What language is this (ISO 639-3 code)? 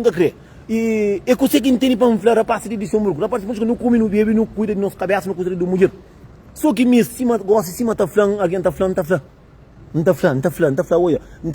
kea